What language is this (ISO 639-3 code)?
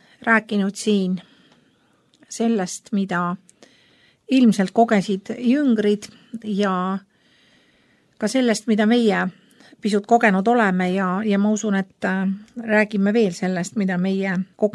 est